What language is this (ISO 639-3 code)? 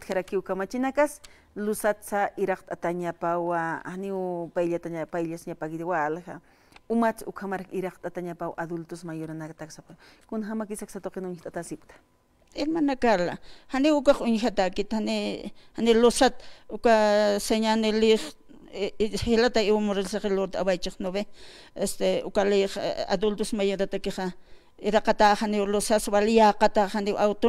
aym